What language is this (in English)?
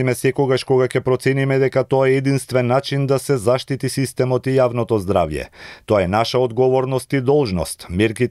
Macedonian